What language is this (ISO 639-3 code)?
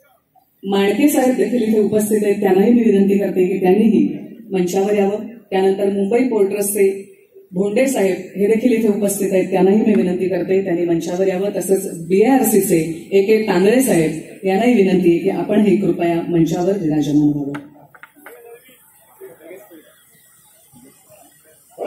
mar